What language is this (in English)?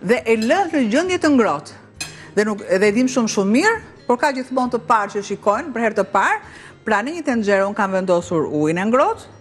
Albanian